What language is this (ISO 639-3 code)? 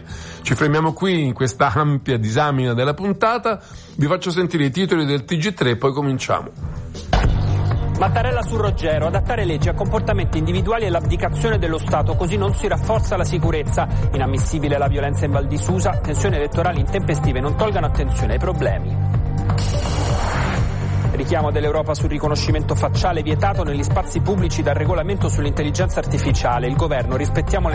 ita